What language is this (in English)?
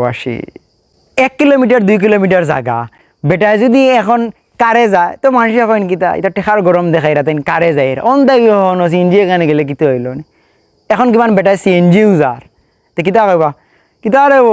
Sylheti